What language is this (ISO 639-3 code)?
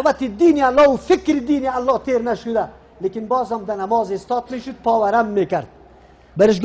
fas